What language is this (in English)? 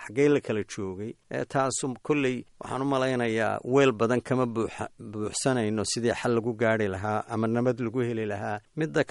Somali